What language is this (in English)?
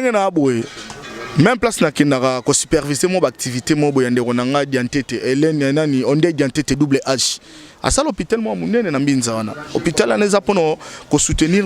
Lingala